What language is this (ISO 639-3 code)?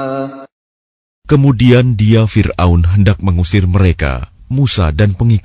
ind